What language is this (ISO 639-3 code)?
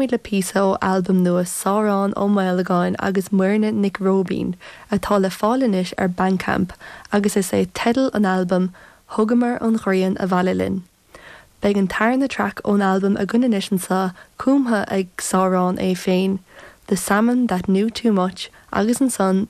gle